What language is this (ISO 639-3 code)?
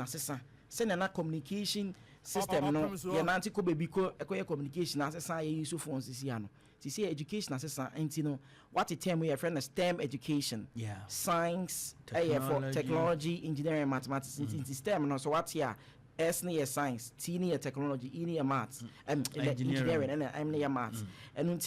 aka